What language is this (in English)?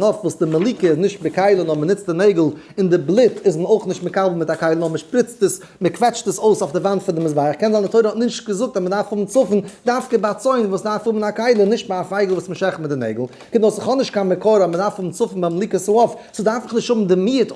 Yiddish